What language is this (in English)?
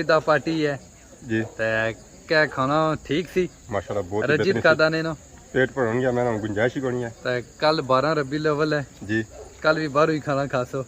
Pahari-Potwari